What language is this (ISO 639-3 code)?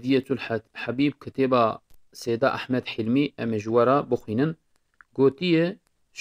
kur